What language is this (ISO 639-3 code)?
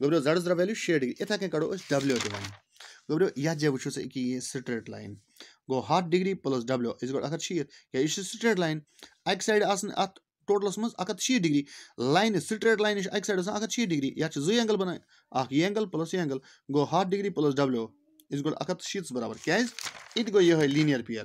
kas